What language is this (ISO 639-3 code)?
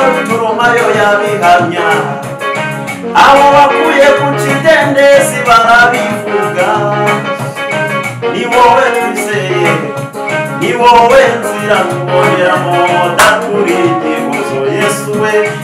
kin